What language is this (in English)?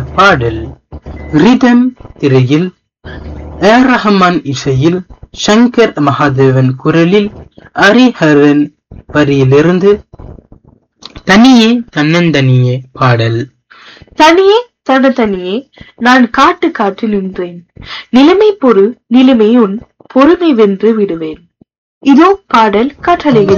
Tamil